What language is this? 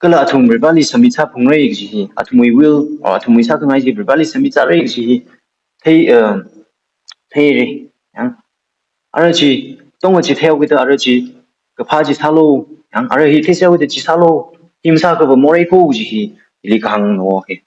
Tangkhul Naga (India)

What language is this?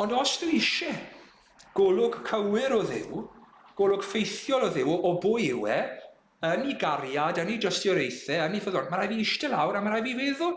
Welsh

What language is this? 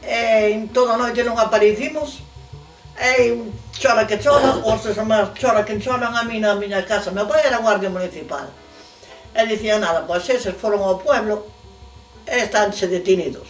Galician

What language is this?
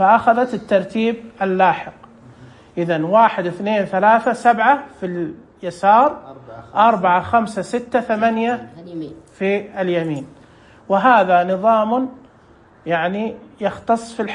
Najdi Arabic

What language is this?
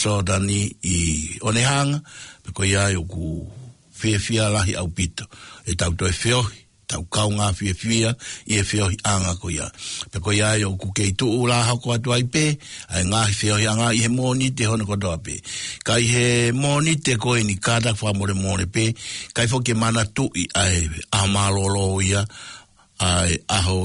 Tongan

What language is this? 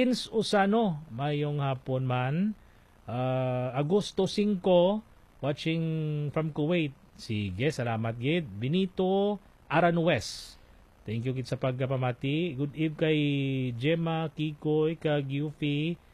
Hiligaynon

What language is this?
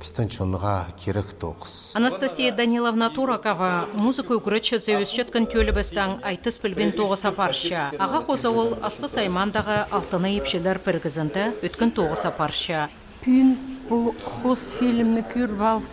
Khakas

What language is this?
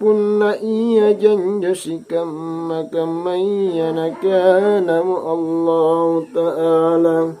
Makasar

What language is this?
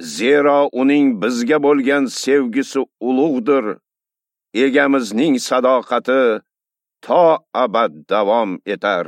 Uzbek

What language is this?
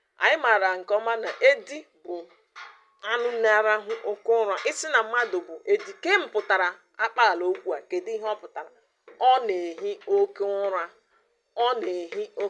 Igbo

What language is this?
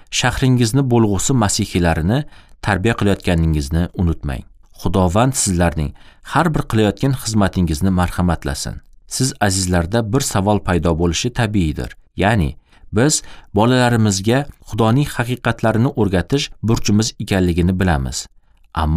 Uzbek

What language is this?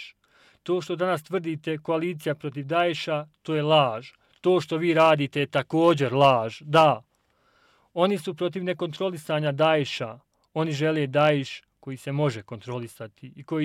Bosnian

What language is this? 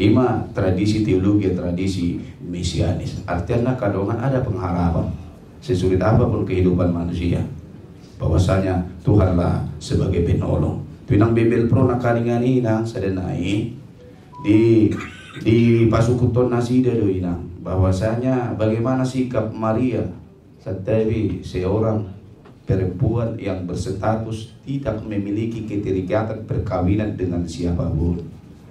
Batak Toba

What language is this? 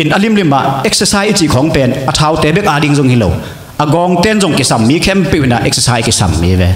Tedim Chin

